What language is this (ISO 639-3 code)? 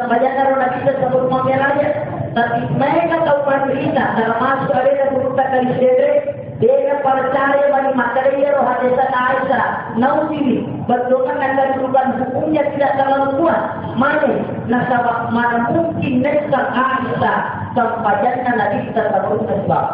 bug